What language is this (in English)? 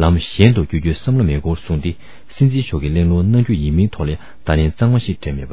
Tibetan